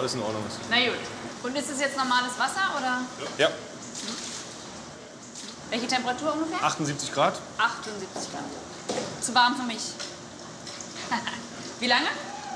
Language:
German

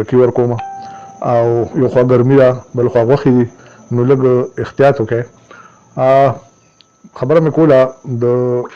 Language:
Pashto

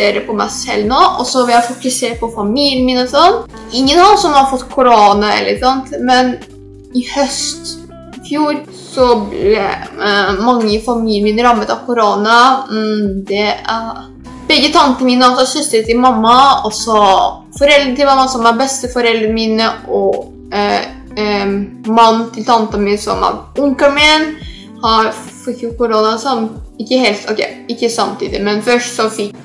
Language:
Norwegian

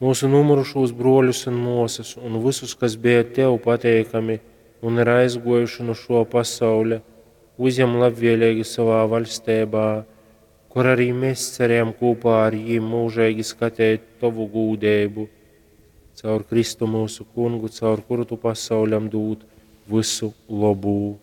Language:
Latgalian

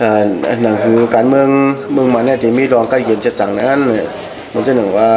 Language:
Shan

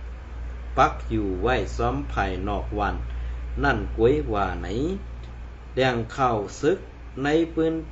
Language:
Shan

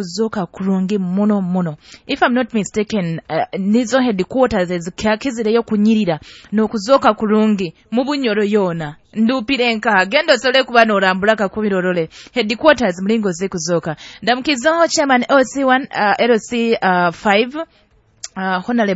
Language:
Nyoro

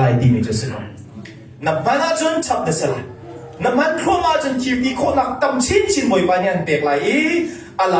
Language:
Hakha Chin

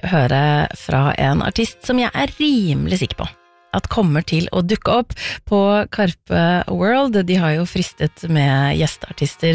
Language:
Norwegian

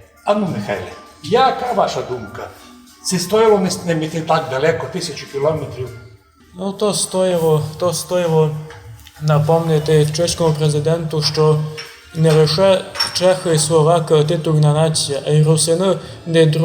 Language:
Rusyn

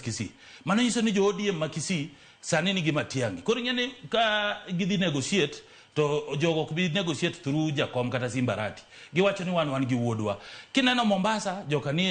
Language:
Luo (Kenya and Tanzania)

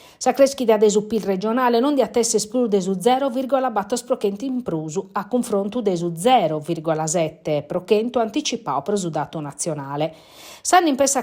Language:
Sardinian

